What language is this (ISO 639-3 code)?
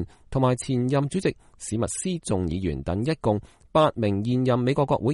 yue